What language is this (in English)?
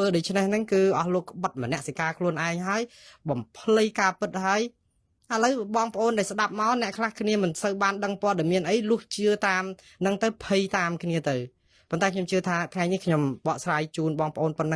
Khmer